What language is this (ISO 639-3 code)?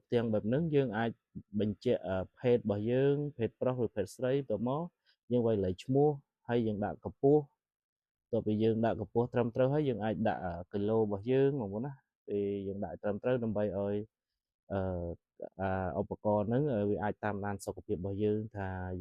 khm